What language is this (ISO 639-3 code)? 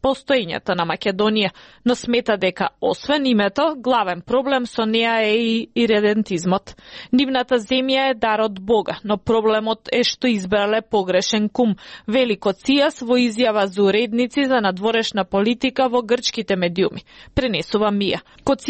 mkd